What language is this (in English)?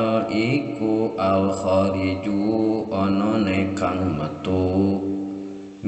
Sundanese